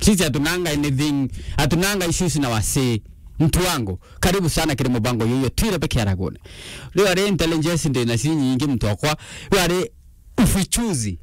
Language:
Meru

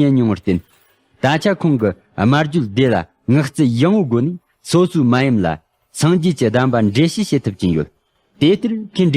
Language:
Tibetan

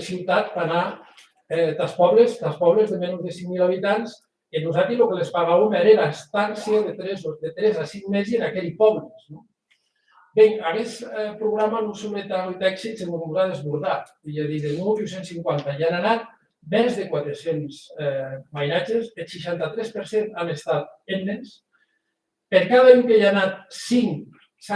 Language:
Occitan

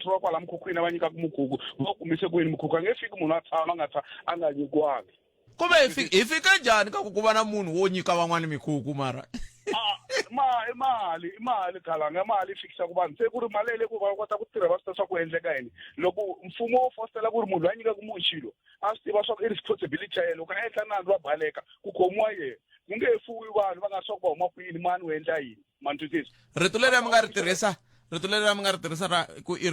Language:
Tsonga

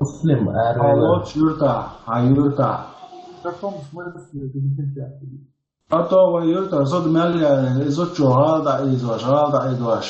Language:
Chechen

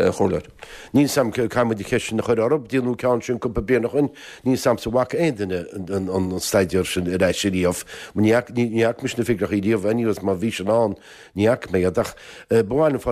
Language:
Irish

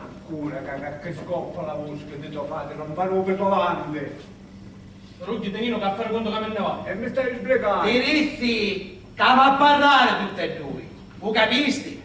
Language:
Sicilian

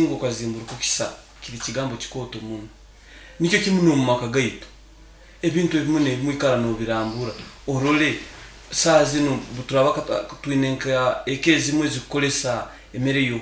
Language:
Nyoro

